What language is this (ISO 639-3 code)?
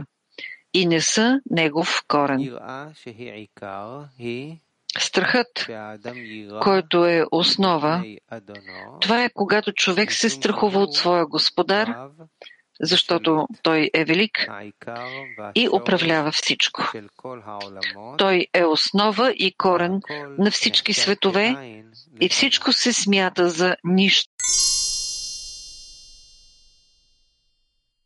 bul